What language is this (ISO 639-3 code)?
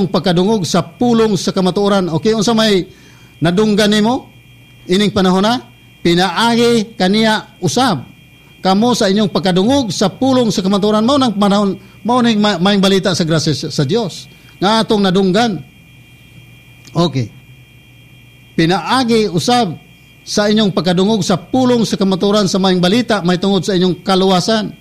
ceb